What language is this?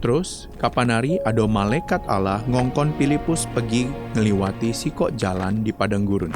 Musi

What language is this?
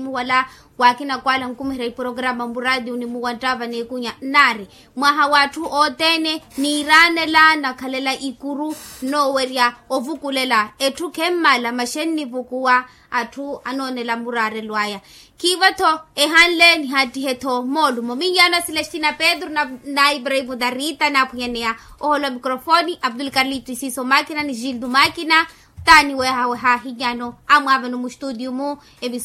Makhuwa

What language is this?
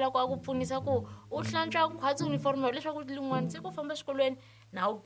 Tsonga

